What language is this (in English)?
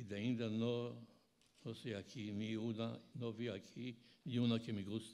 Ladino